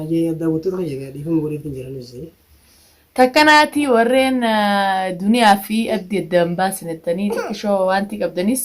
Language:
Oromo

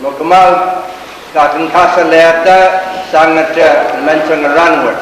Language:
Pohnpeian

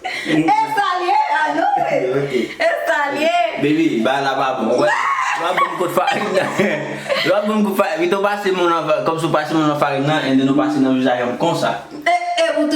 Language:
Haitian Creole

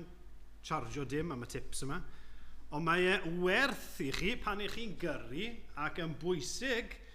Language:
Welsh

